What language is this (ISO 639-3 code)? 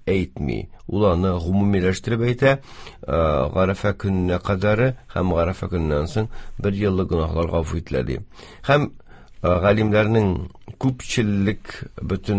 tat